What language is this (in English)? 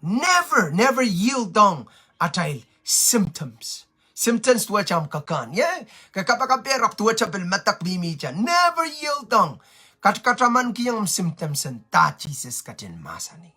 Pohnpeian